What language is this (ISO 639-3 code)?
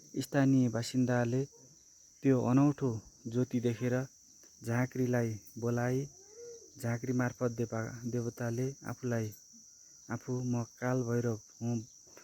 nep